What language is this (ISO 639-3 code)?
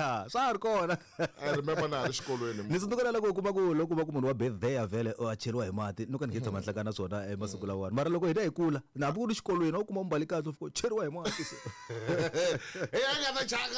tso